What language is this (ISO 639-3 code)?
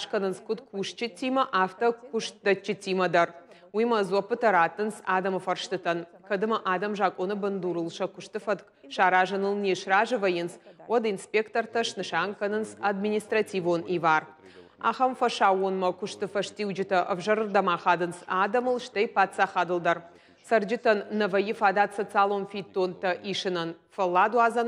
oss